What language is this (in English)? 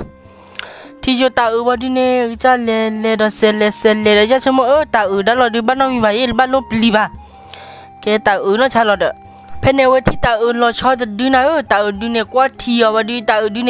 S'gaw Karen